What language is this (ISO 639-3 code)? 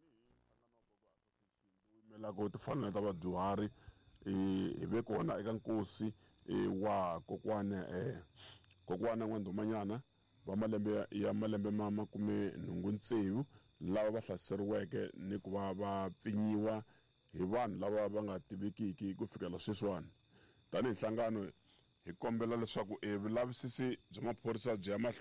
tso